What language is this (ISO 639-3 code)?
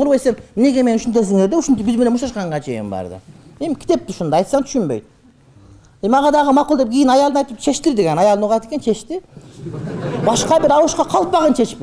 kir